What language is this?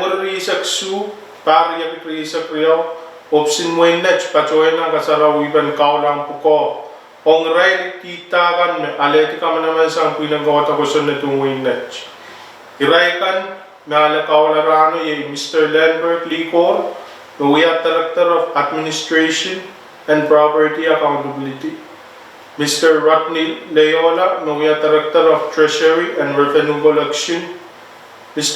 Pohnpeian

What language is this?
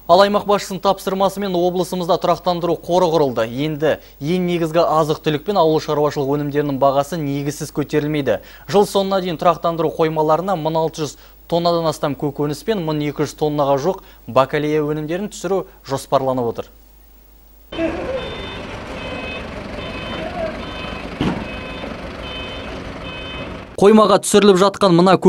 Kazakh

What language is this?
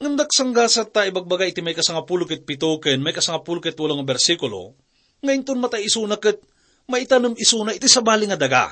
Iloko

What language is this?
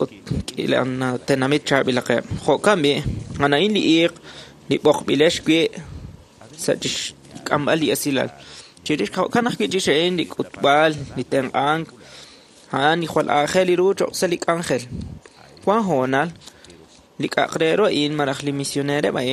Kekchí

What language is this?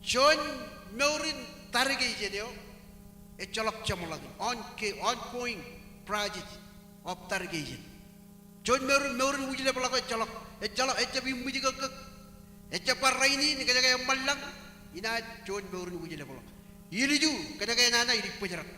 Marshallese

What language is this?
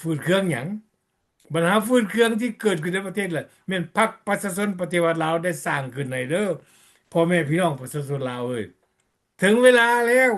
Lao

